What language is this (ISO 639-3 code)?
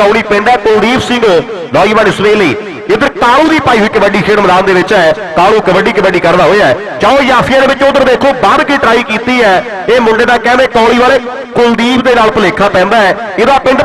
pan